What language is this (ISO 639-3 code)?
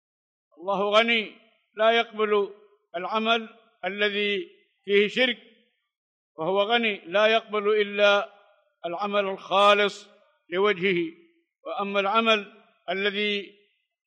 ara